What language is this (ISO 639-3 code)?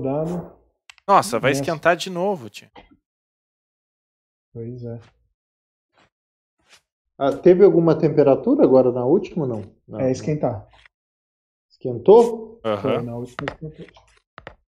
por